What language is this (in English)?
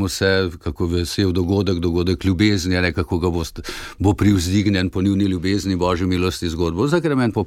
Slovenian